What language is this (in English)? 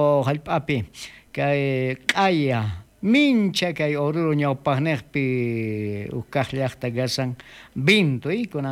South Bolivian Quechua